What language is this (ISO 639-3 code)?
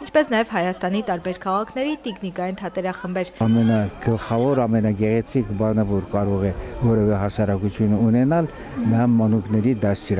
hye